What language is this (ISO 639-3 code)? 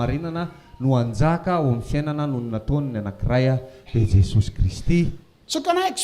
mlg